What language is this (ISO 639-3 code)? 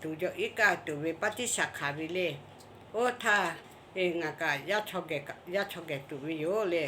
lhu